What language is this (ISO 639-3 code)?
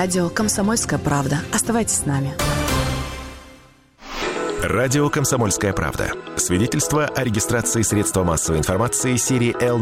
rus